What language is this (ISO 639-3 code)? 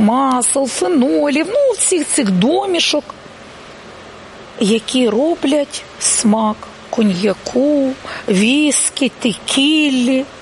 ukr